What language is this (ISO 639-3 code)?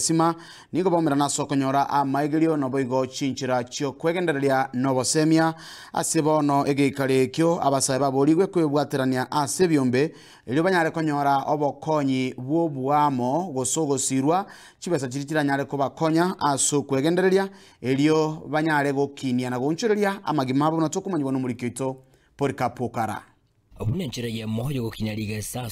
guz